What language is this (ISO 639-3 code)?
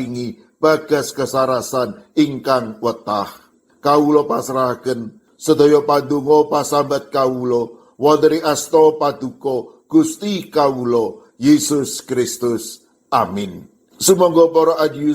jav